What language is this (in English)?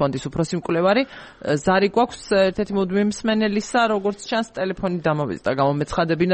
Georgian